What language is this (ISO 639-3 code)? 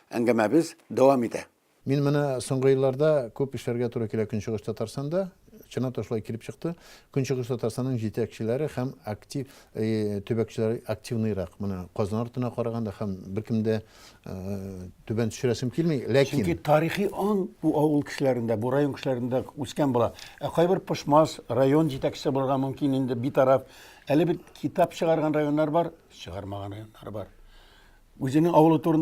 tat